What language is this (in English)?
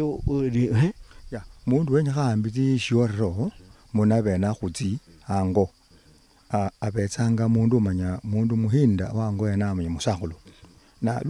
Luyia